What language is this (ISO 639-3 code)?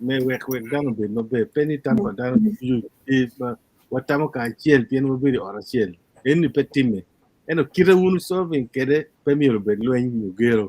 ach